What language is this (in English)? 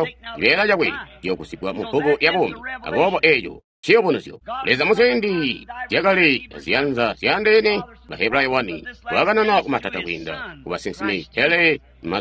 Tonga (Zambia)